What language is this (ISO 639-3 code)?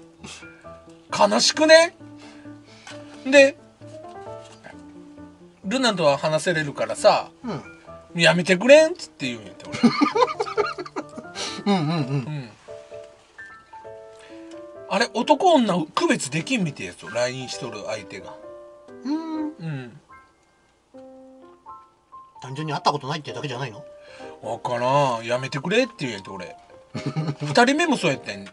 jpn